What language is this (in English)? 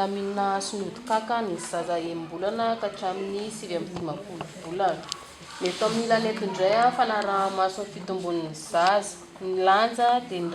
Malagasy